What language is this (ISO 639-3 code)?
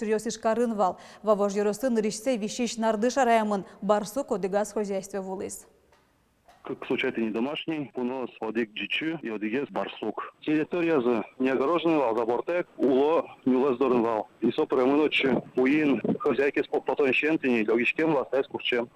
udm